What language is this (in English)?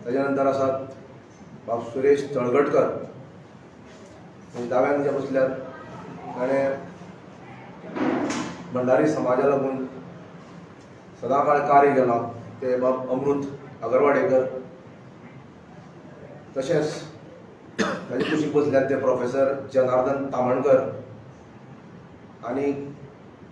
Konkani